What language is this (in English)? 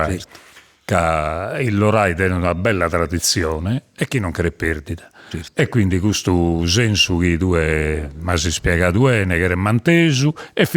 Sardinian